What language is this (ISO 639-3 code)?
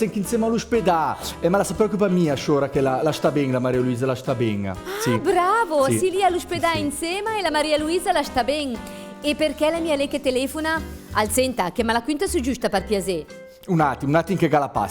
lmo